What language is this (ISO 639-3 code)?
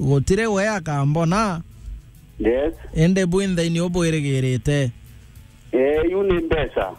mer